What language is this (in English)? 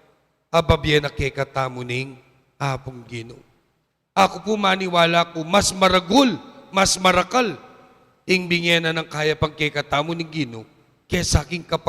Pampanga